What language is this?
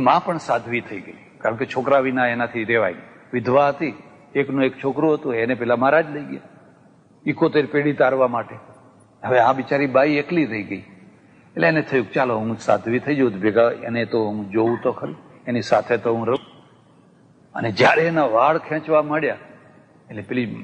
Gujarati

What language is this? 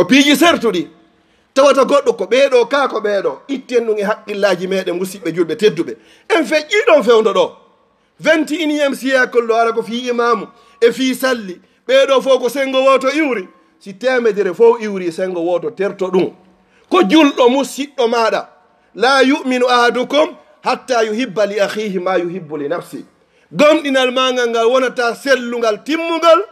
Fula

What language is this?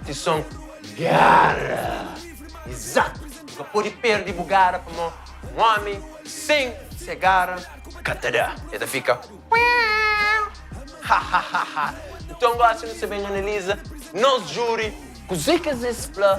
Kabuverdianu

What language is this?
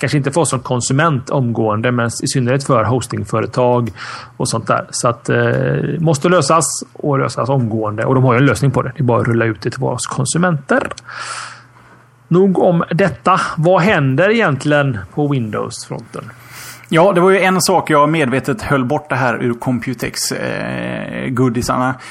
Swedish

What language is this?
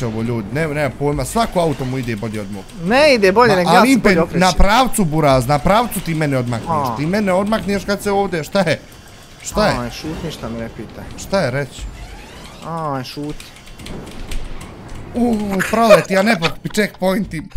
Bosnian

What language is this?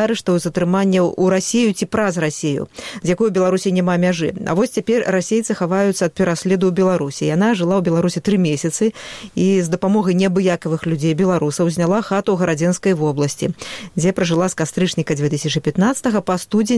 Belarusian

